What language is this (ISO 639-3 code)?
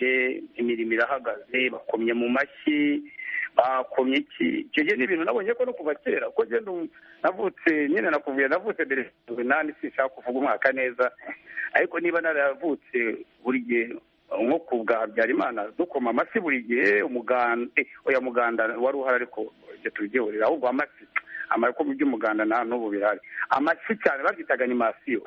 kin